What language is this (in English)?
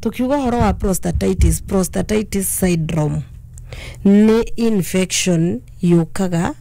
Kikuyu